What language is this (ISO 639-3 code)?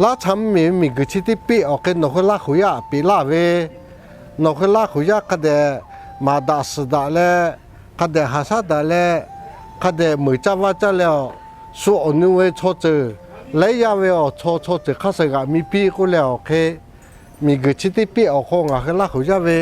lhu